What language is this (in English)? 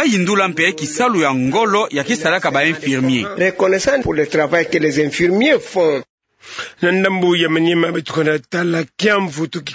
Kituba (Democratic Republic of Congo)